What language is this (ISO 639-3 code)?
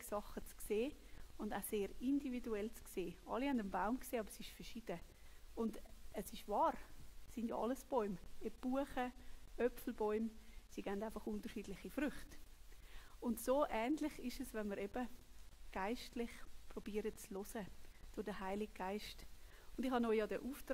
gsw